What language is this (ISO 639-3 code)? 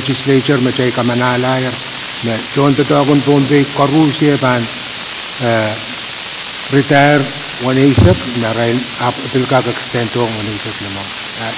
pon